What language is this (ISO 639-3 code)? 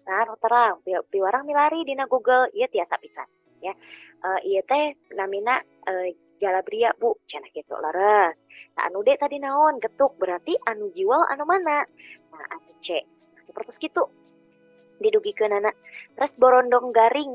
sun